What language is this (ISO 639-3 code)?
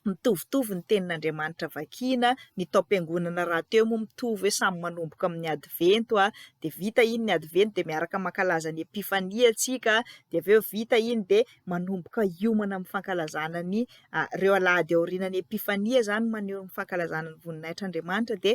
mlg